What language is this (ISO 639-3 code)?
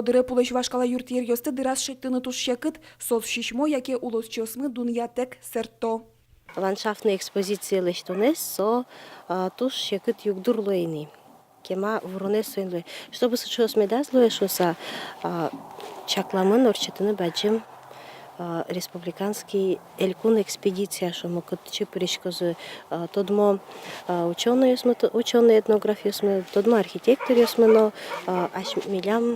udm